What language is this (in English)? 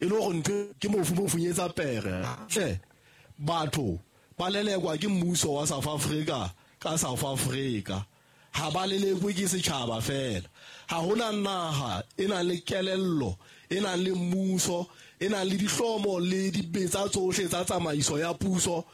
Southern Sotho